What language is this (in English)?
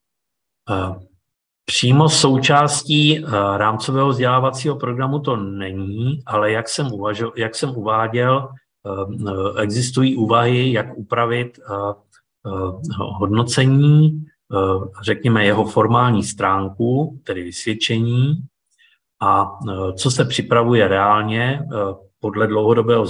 Czech